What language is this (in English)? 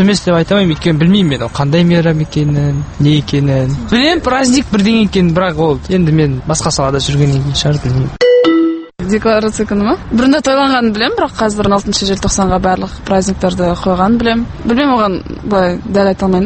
Kazakh